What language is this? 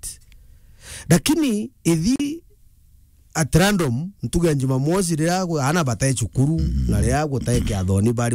Meru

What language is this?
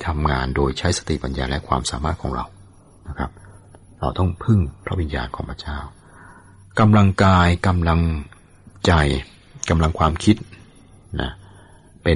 Thai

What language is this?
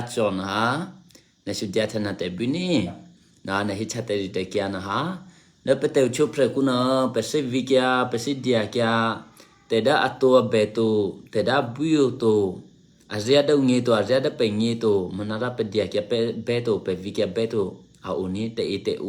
Eastern Kayah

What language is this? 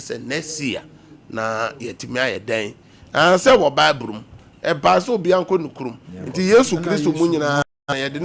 Akan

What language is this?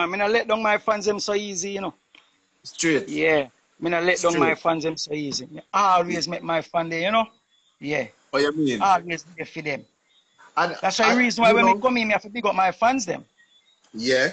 Jamaican Creole English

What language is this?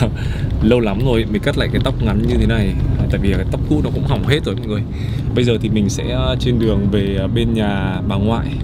Vietnamese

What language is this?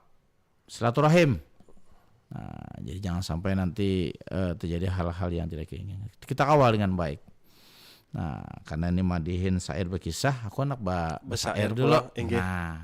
Banjar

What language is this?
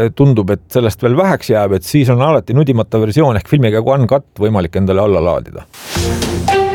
Estonian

